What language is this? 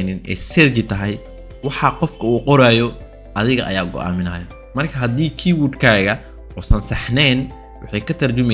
Somali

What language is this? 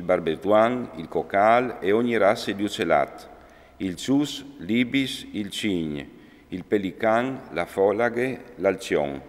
Friulian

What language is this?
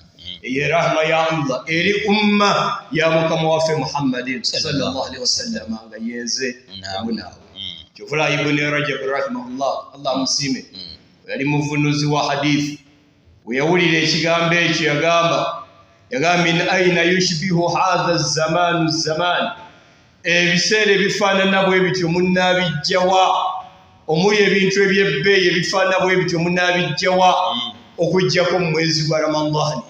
Ganda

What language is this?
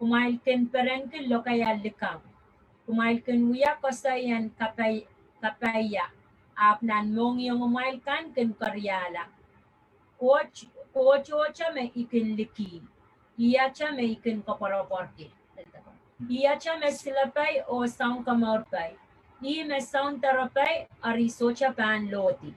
Pohnpeian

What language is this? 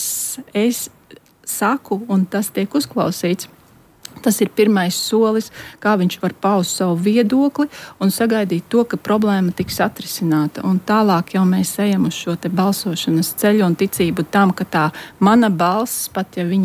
Latvian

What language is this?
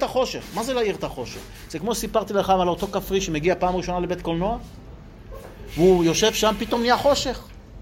Hebrew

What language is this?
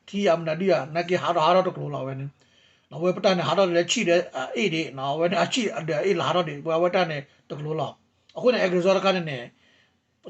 S'gaw Karen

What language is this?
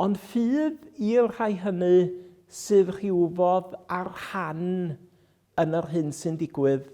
Welsh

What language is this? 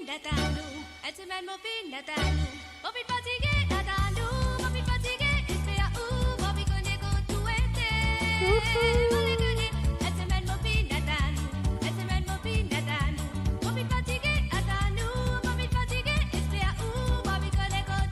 Morisyen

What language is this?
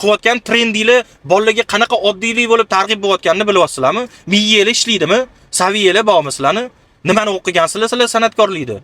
Uzbek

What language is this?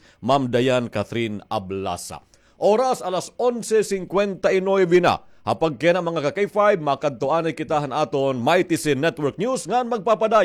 Waray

